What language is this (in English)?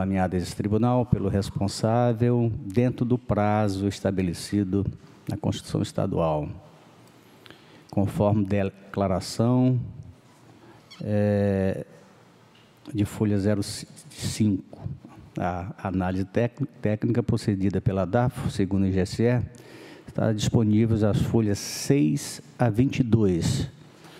Portuguese